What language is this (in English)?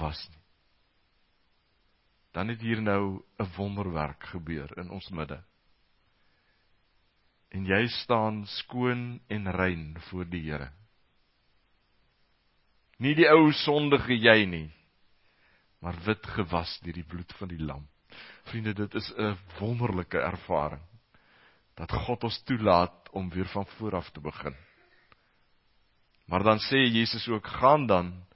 Afrikaans